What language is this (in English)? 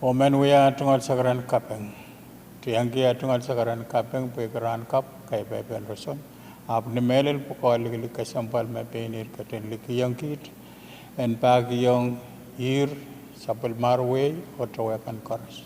Pohnpeian